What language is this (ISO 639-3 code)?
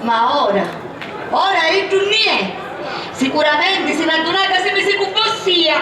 scn